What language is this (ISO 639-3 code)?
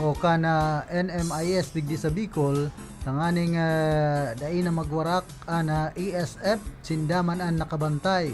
bik